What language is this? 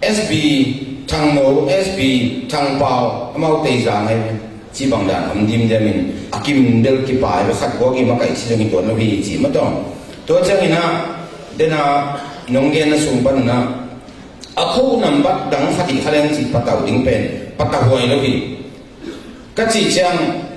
Tedim Chin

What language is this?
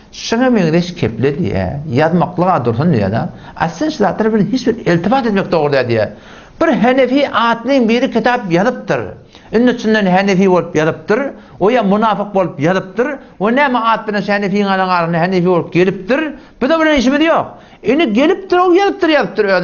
Turkmen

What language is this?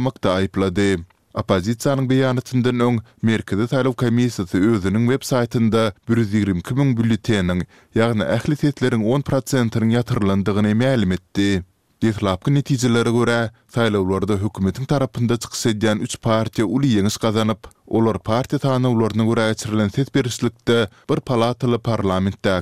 Turkmen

